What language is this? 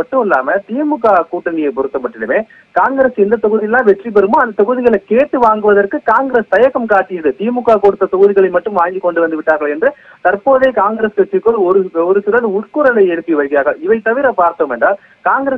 Tamil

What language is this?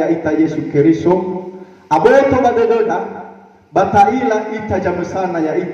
Nias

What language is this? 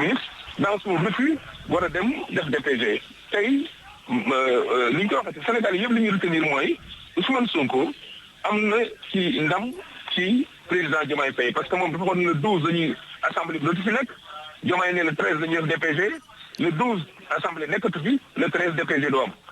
Wolof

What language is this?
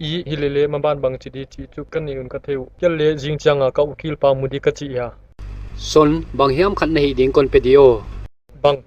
Paite Chin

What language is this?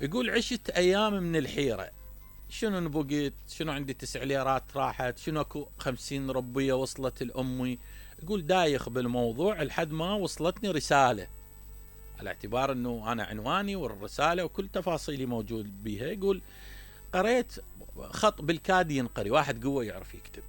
Mesopotamian Arabic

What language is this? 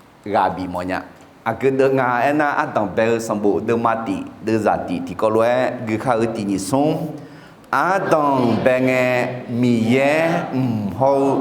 Akha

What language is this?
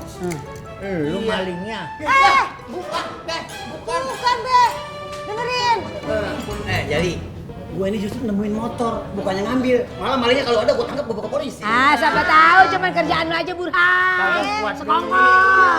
Betawi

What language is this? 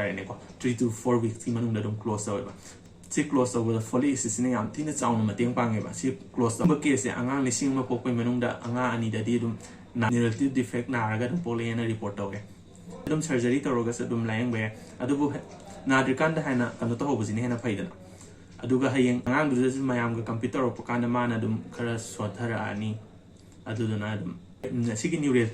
Manipuri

